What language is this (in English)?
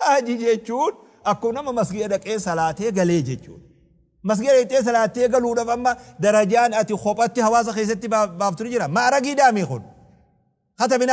Oromo